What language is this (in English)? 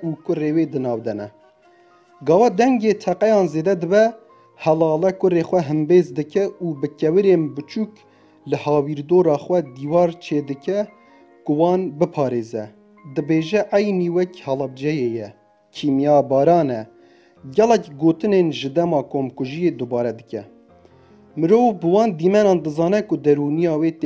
Kurdish